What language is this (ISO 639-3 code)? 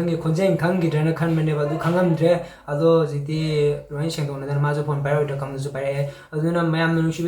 mni